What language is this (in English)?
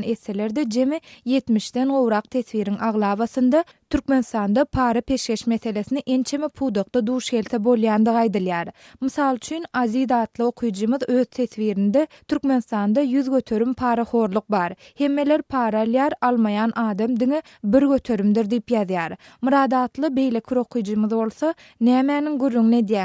Turkmen